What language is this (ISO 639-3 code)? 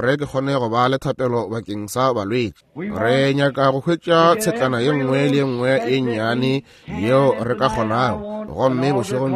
nso